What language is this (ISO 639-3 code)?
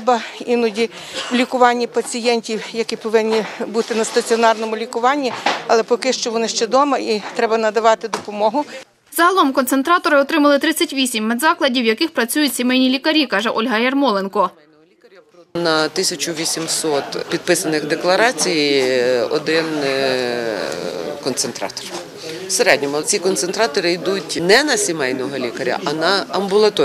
ukr